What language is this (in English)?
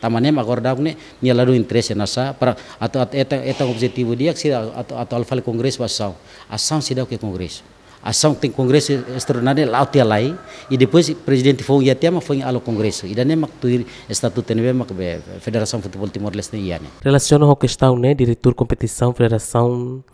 Tetum